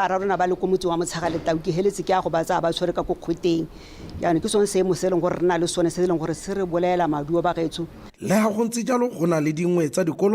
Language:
Tswana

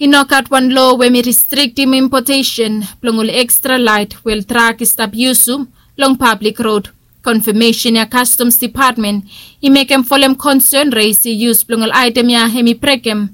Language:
Bislama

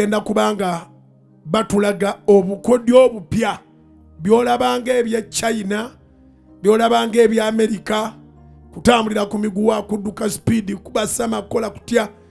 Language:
Ganda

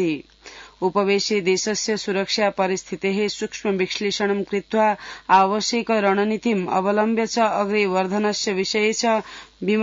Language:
Sanskrit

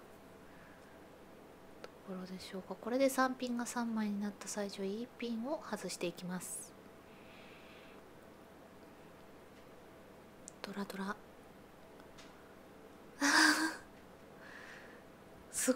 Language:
Japanese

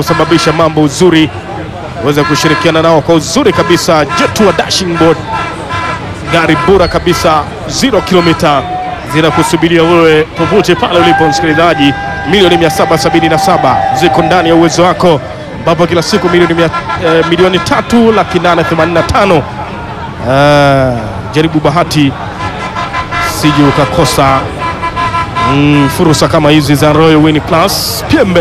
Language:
Swahili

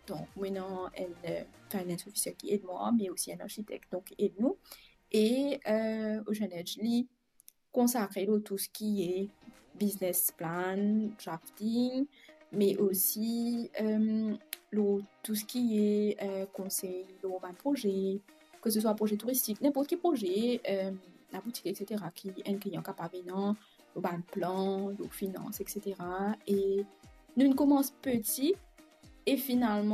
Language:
Morisyen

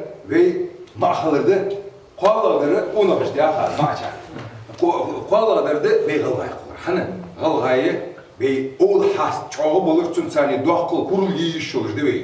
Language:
Ingush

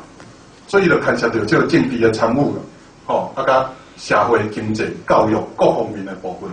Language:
Min Nan Chinese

